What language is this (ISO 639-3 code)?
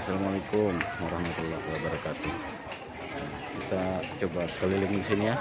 bjn